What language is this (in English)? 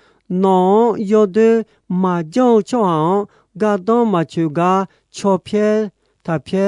Akha